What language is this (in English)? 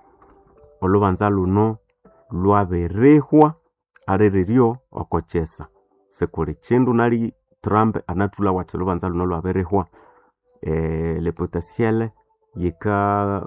Nande